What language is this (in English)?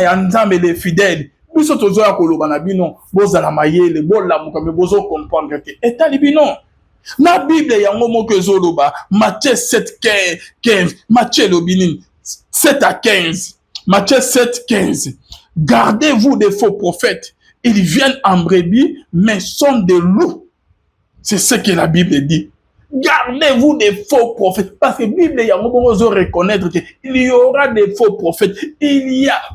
Lingala